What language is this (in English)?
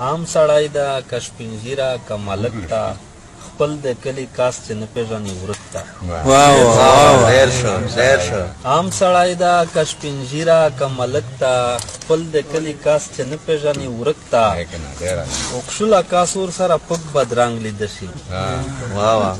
Pashto